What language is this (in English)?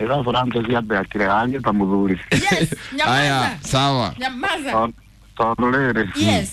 Kikuyu